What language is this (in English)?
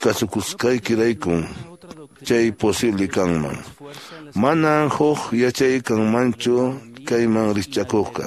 Quechua